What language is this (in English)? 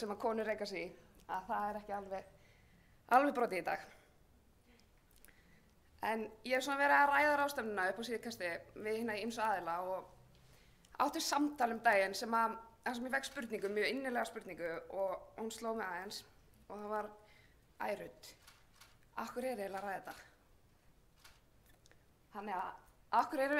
Icelandic